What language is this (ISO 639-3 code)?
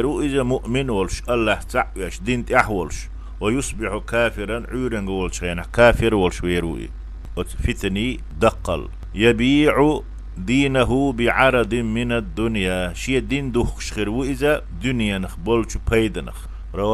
che